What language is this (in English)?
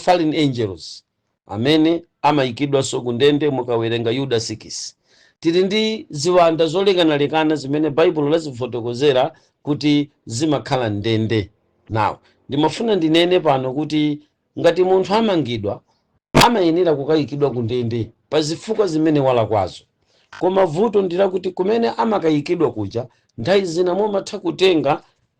Nyanja